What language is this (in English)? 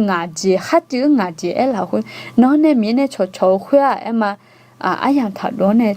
Akha